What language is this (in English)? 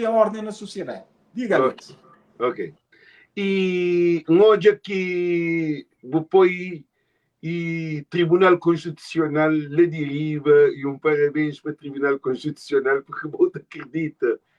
Kabuverdianu